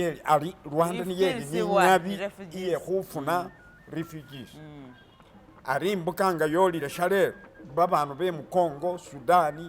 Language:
Masaaba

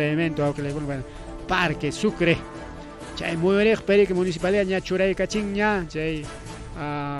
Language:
Ayacucho Quechua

